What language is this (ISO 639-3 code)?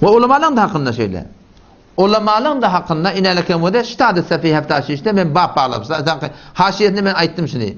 tuk